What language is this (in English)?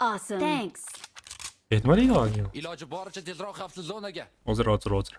Kara-Kalpak